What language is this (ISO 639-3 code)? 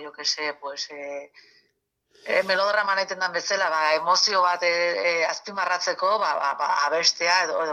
eus